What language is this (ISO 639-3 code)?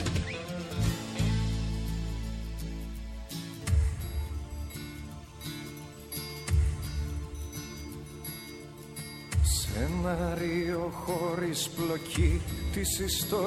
ell